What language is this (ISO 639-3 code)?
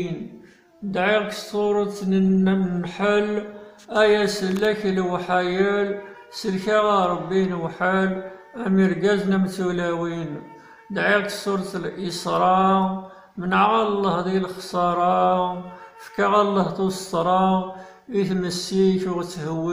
kab